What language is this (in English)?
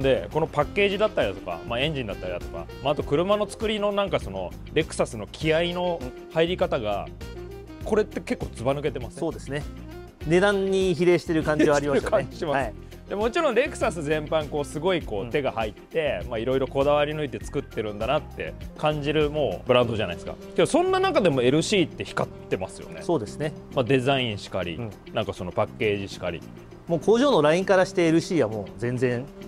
Japanese